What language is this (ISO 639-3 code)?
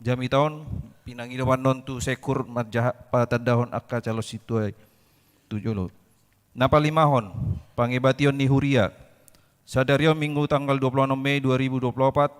bbc